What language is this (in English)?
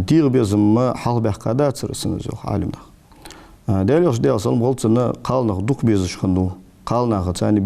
Ingush